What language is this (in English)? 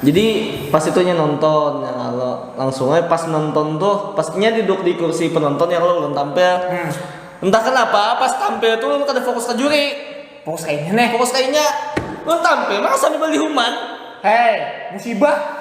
Banjar